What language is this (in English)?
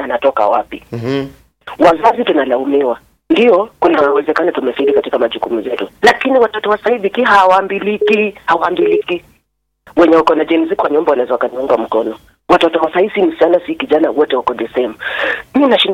Swahili